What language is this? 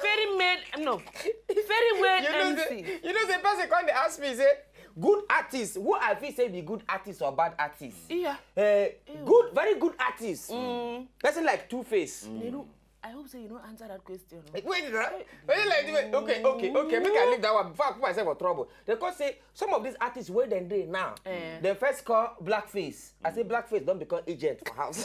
Nigerian Pidgin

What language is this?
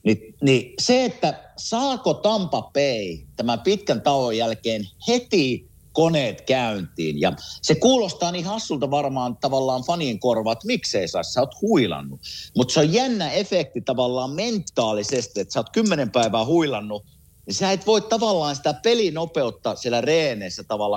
Finnish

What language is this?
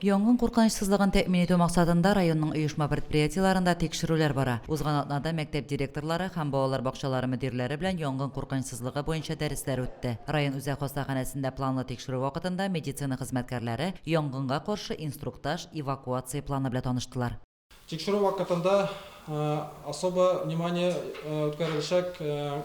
Tatar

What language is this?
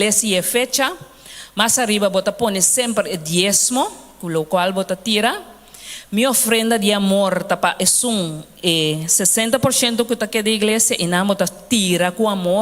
Papiamento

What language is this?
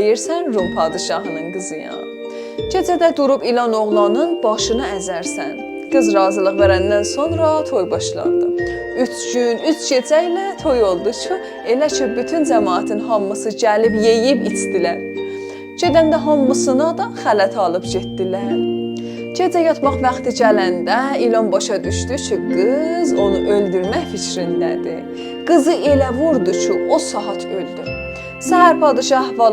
South Azerbaijani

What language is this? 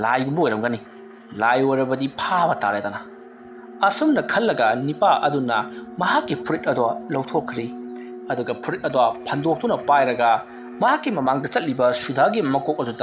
Manipuri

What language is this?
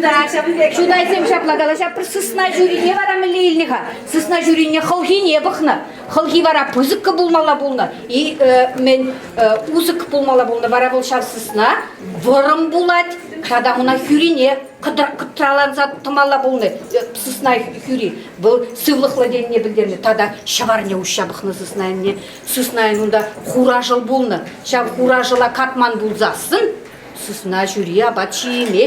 Chuvash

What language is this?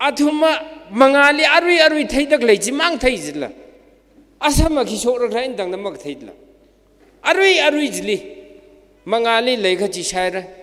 Tangkhul Naga (India)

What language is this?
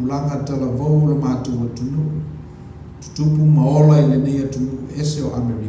Samoan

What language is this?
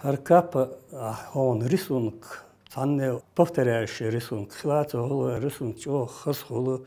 Chechen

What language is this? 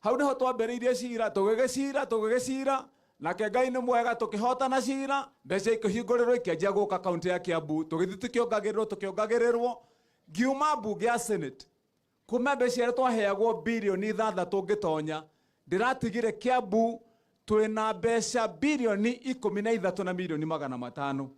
Kikuyu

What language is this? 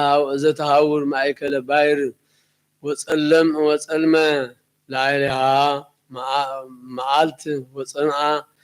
Geez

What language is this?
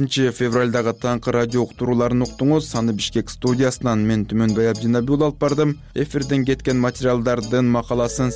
Kyrgyz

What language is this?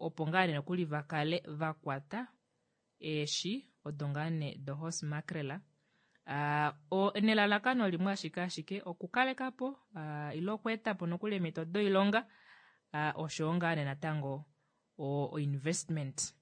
Kuanyama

